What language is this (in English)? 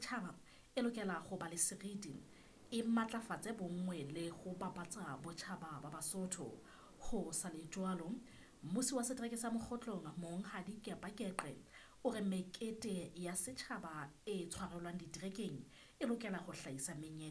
Southern Sotho